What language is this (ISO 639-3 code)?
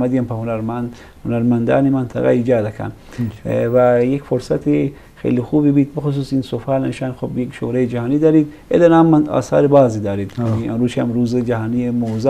bgp